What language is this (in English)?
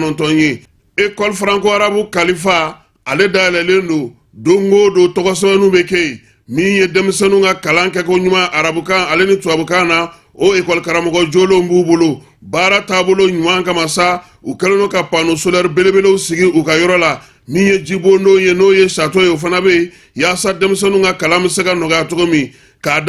Bambara